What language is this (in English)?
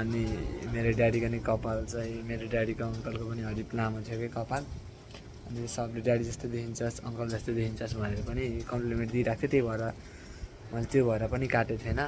Nepali